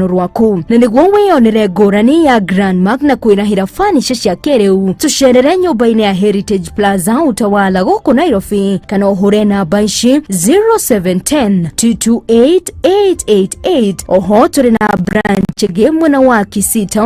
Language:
Kikuyu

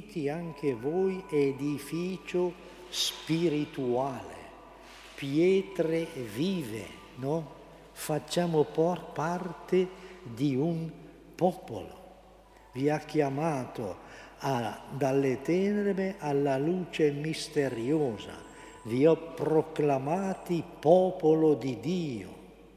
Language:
Italian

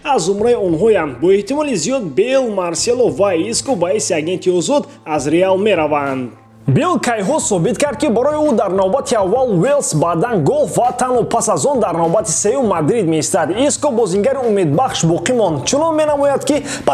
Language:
Tajik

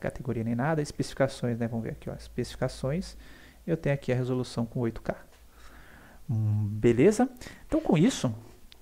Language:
Portuguese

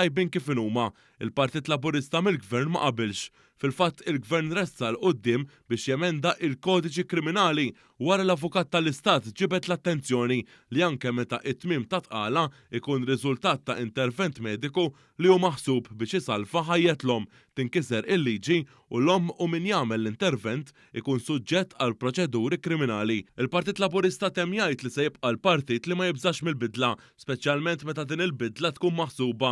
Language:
Maltese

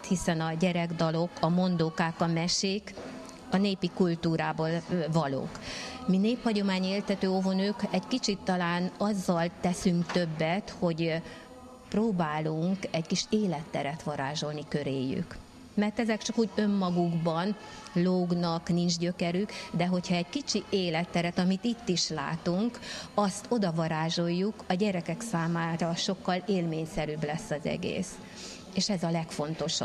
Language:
Hungarian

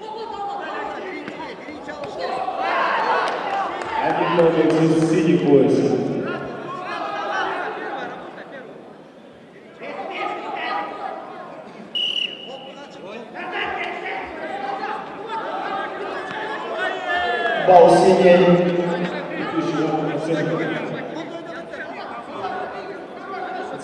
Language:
Russian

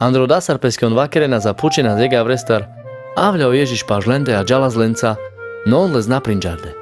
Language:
Carpathian Romani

